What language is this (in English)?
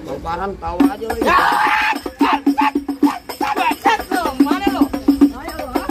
Betawi